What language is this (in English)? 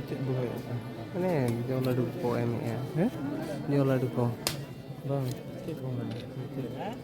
Santali